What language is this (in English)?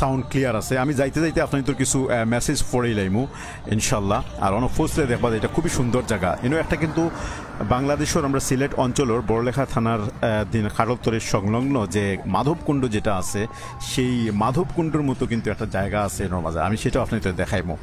Sylheti